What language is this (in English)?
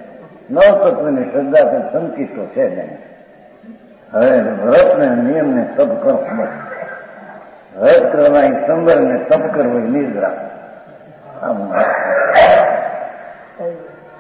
Gujarati